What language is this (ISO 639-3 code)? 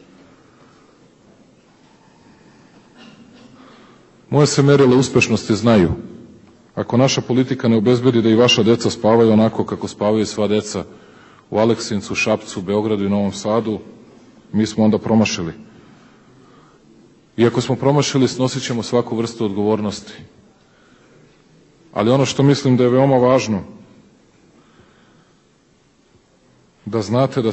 srp